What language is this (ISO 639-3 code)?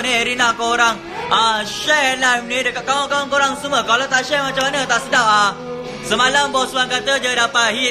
msa